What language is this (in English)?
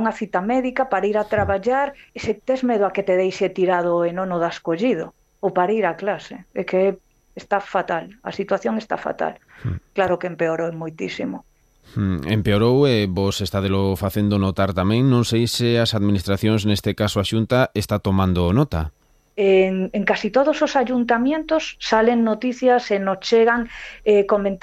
Galician